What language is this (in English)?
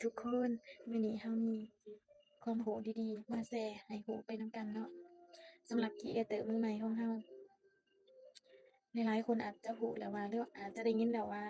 Lao